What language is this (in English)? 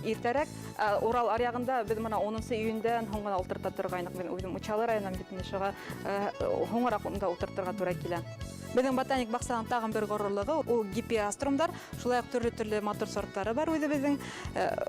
Bashkir